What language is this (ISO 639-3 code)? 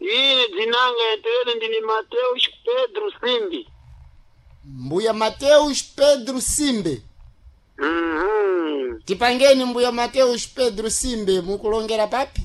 seh